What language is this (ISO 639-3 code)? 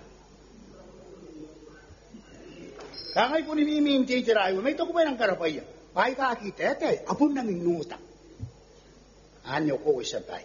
gil